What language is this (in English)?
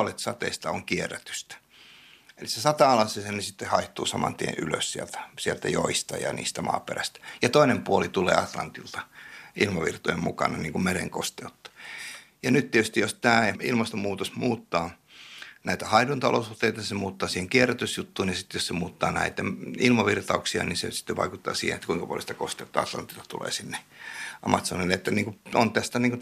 Finnish